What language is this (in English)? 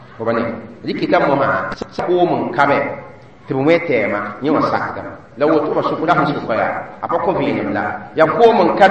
Mossi